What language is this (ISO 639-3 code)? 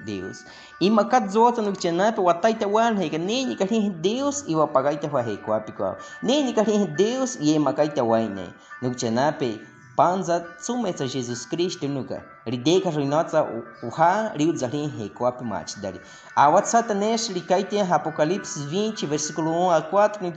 bwi